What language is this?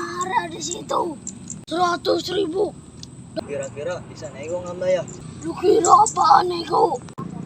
Betawi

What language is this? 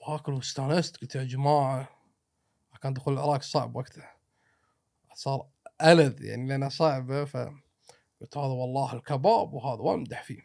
Gulf Arabic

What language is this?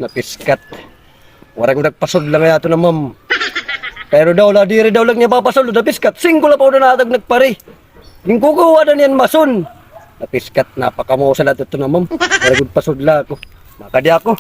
Waray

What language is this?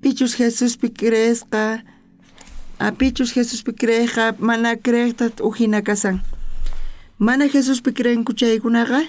South Bolivian Quechua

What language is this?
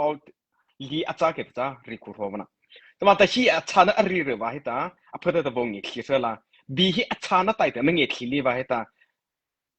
Mara Chin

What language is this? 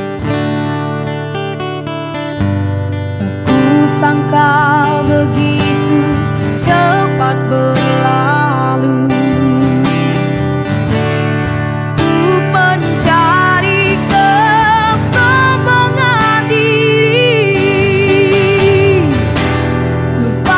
Indonesian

